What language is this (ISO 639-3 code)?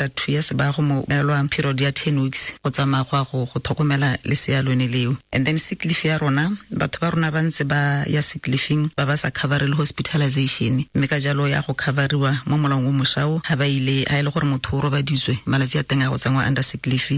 tsn